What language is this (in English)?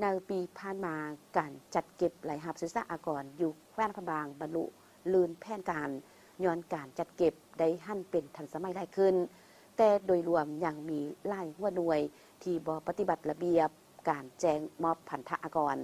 Lao